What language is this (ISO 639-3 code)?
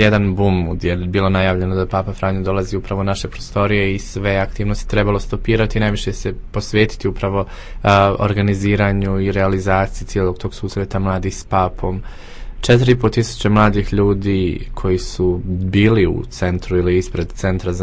hrv